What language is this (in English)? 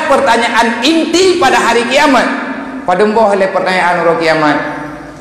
Achinese